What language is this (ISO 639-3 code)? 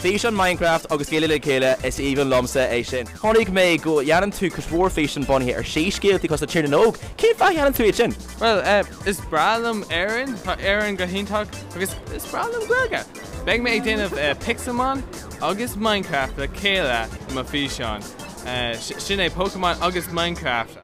gle